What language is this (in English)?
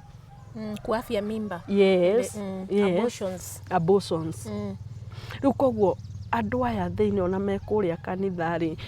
Kikuyu